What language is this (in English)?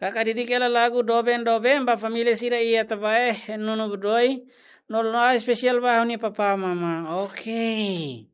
Tetum